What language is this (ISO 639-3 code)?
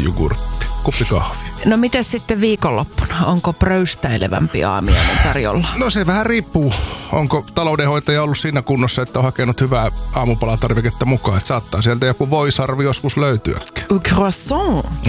fin